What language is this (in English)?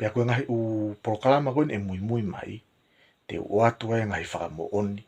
Tongan